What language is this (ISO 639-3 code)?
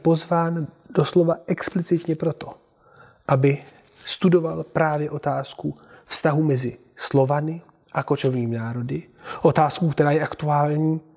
ces